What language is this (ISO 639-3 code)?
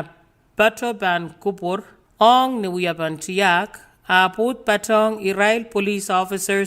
pon